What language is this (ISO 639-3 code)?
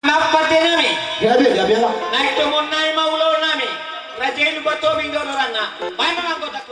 bbc